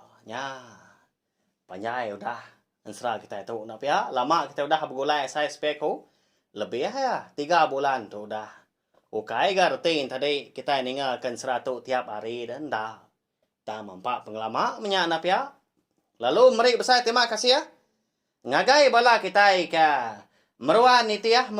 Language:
Iban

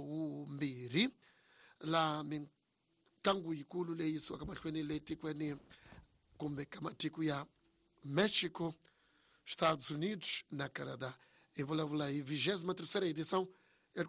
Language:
Tsonga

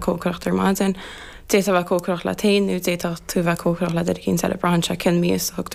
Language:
Irish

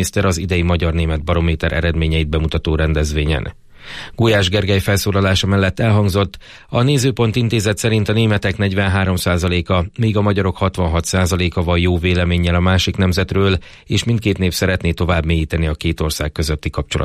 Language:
Hungarian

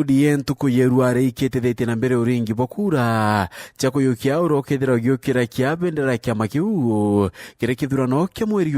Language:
Meru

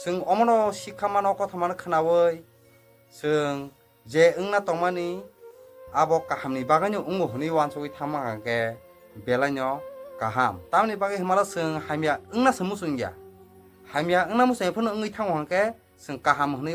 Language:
Kok Borok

